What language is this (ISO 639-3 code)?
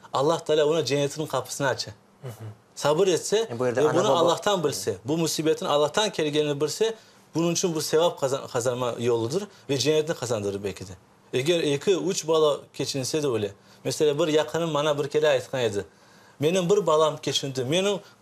crh